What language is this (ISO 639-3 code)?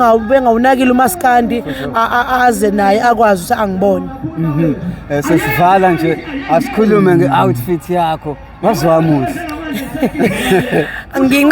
zul